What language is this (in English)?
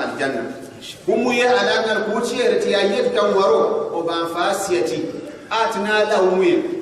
Gourmanchéma